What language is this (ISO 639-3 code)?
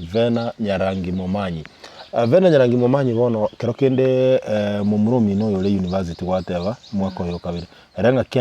guz